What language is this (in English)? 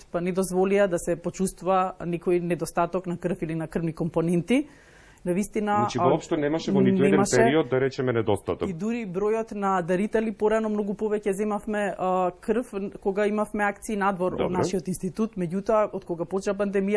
Macedonian